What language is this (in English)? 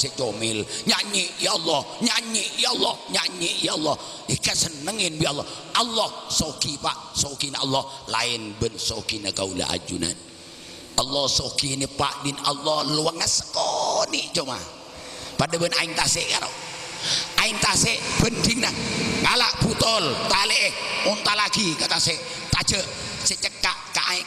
Madurese